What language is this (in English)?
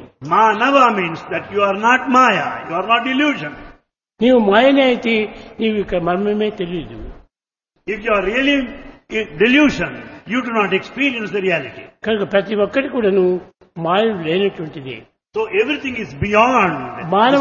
Telugu